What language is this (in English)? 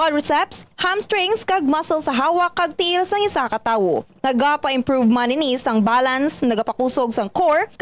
Hiligaynon